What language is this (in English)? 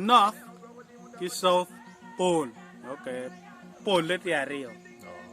Acoli